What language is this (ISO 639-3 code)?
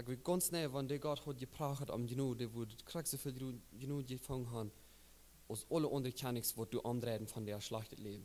pdt